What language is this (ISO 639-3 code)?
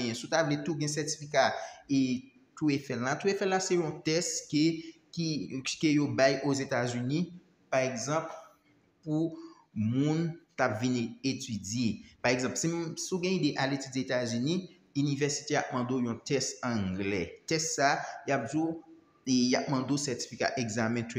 hat